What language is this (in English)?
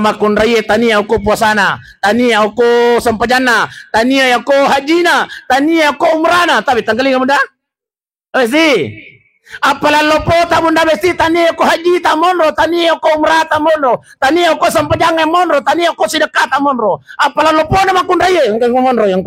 Buginese